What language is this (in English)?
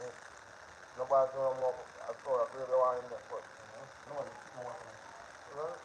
Jamaican Creole English